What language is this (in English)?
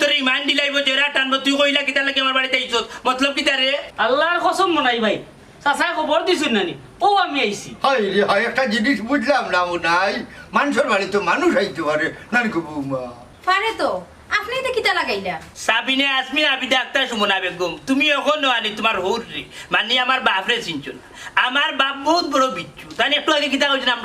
Sylheti